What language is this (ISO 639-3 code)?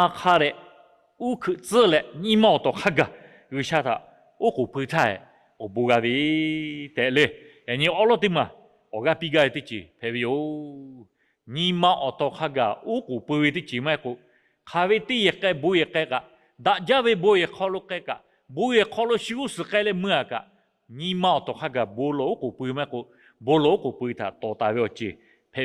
lhu